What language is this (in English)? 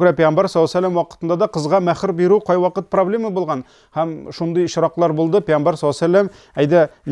Tatar